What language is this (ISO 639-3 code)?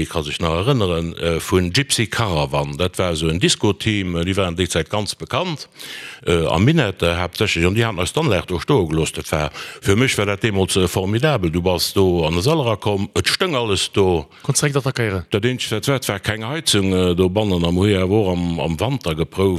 ltz